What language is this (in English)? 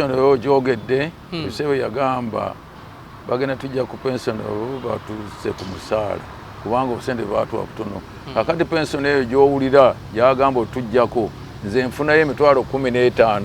Ganda